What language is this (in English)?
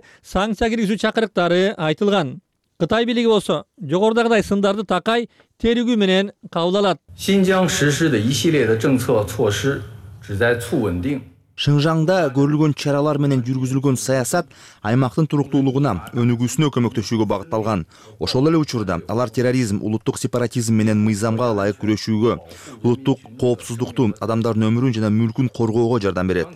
Kyrgyz